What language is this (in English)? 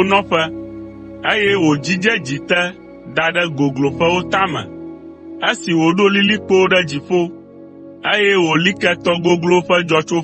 Ewe